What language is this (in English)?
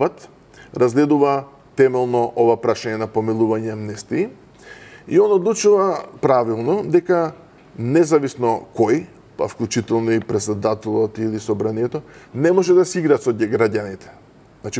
Macedonian